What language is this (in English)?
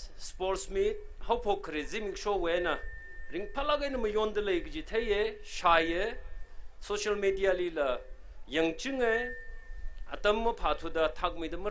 Tangkhul Naga (India)